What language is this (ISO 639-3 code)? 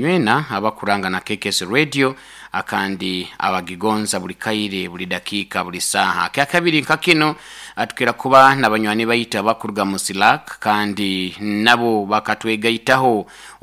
nyo